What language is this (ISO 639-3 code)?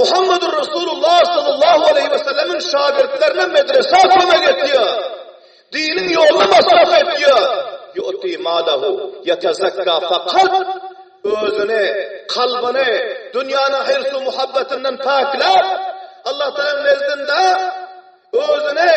tuk